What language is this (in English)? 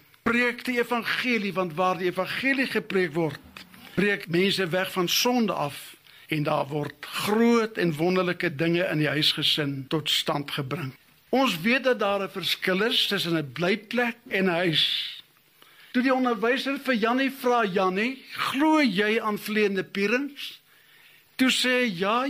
Afrikaans